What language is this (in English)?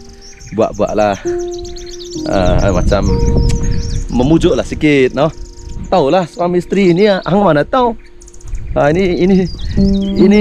Malay